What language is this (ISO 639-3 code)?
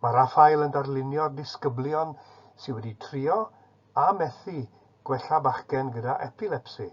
cym